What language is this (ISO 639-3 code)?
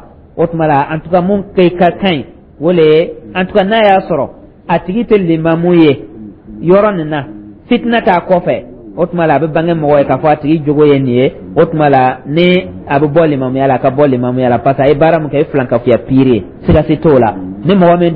dyu